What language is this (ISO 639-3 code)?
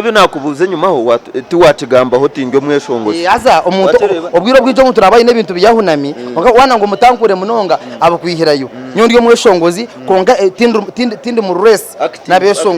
nyn